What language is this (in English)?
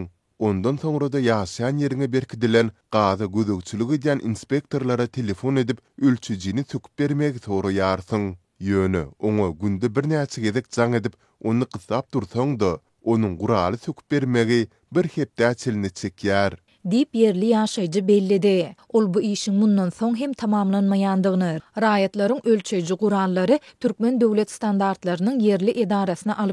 Turkmen